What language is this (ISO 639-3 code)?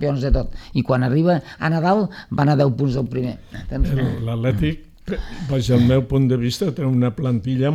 cat